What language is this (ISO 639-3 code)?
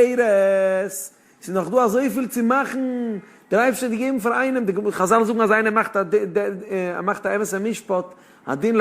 yid